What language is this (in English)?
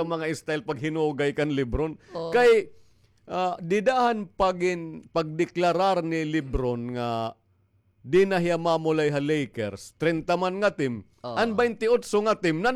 Waray